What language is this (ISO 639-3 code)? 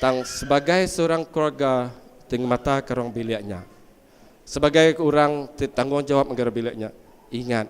iba